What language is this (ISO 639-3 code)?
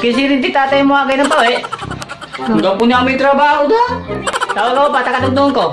pag